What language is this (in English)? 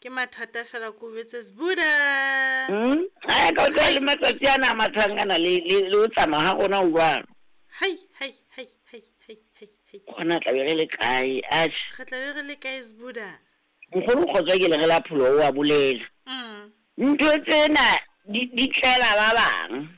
Southern Sotho